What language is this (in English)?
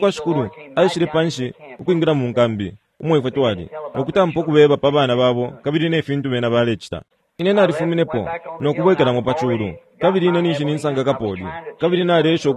Bemba